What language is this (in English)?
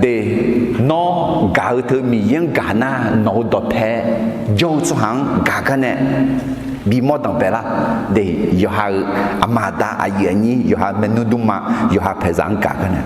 Akha